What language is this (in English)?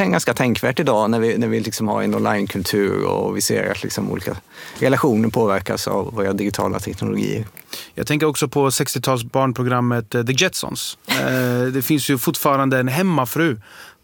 Swedish